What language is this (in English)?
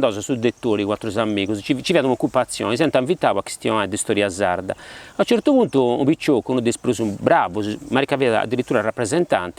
Sardinian